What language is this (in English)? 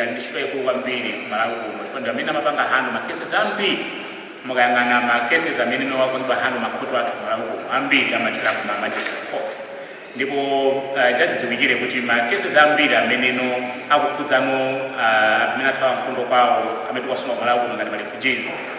Nyanja